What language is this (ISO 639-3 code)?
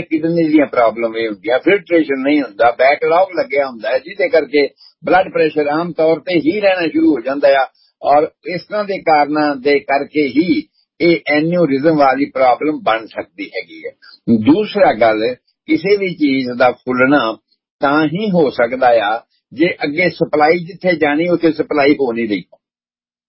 pan